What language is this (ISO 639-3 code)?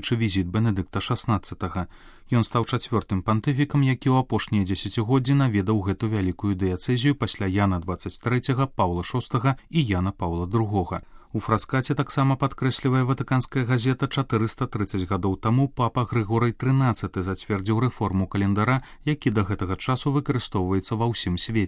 bel